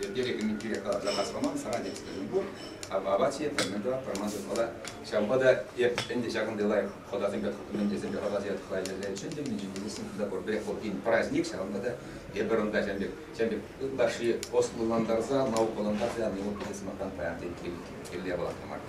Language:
Chuvash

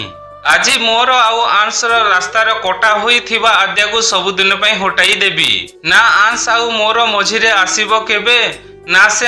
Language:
Odia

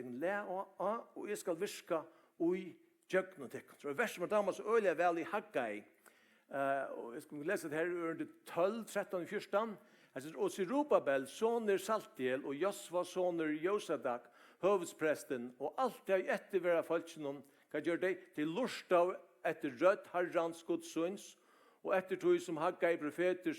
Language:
Faroese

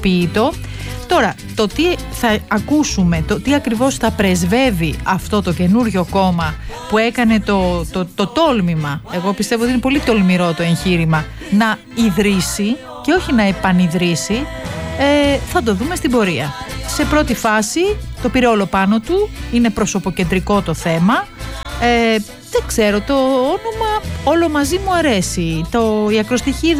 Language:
Greek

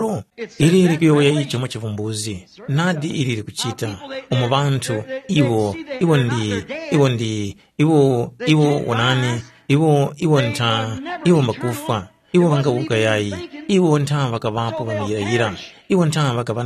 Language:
Tumbuka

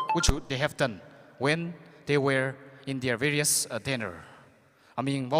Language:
Tangkhul Naga (India)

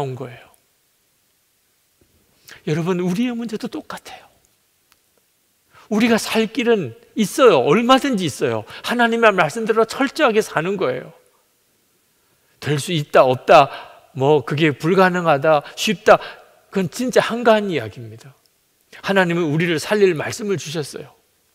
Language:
Korean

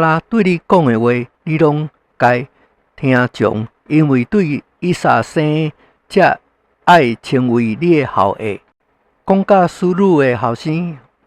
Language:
Min Nan Chinese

